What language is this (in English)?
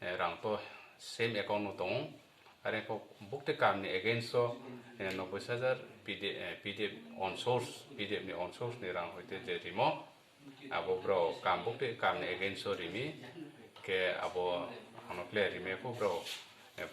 Riang (India)